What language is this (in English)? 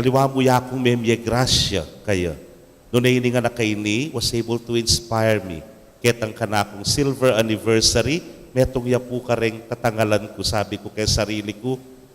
Pampanga